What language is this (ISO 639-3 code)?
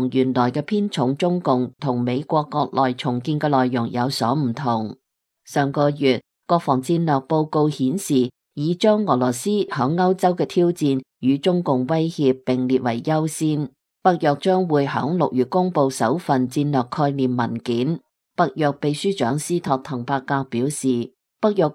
yue